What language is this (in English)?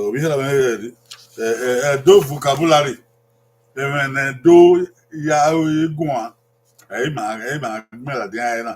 Bini